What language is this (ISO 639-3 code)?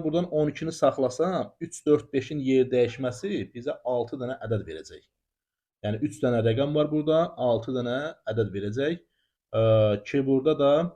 aze